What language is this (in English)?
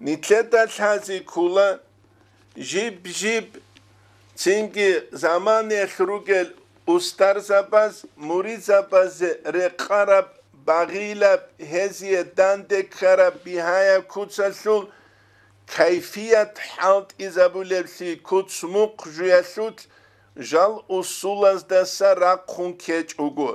Avaric